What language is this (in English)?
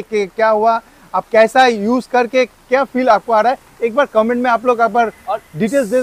Hindi